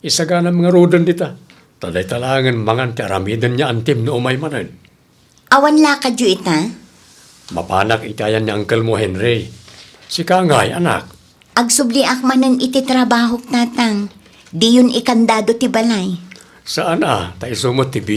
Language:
Iloko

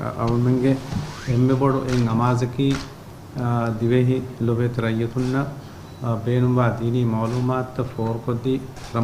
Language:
Divehi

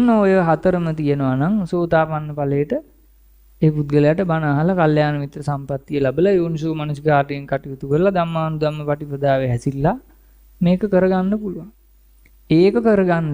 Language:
Sinhala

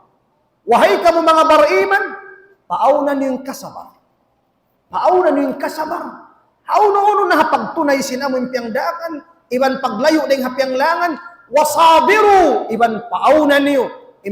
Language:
Tausug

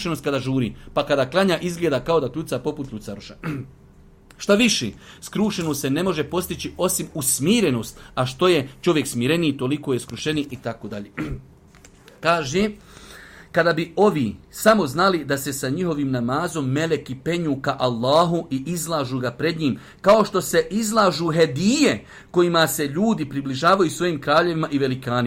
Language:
Bosnian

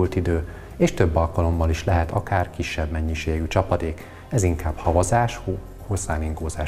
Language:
Hungarian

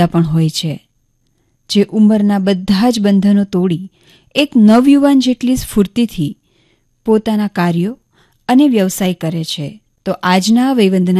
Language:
Gujarati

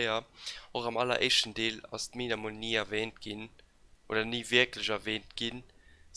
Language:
Luxembourgish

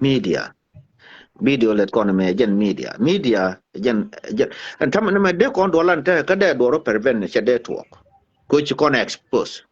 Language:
Nuer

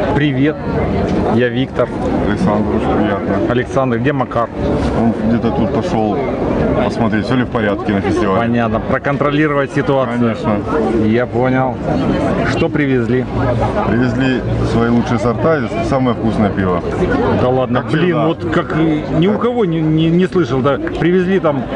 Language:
Russian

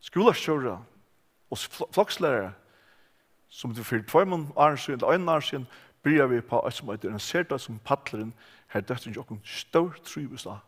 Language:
Faroese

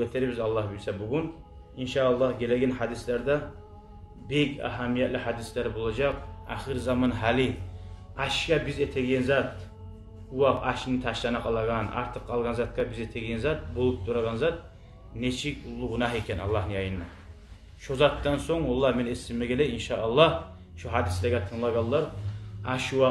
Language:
Kumyk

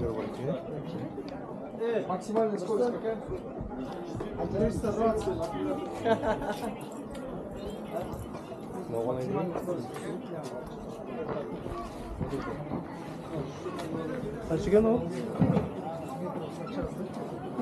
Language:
Kazakh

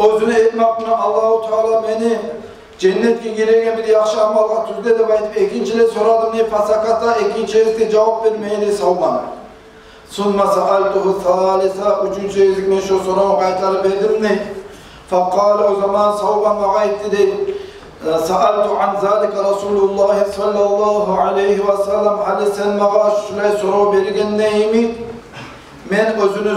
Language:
Kumyk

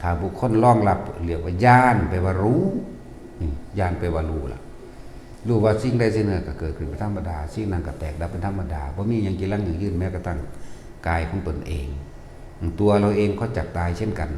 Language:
Northeastern Thai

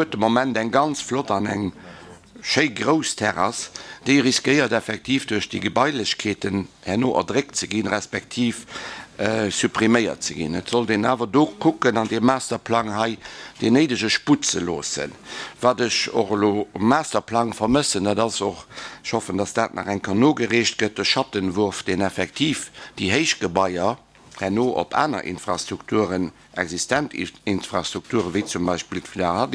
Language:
Luxembourgish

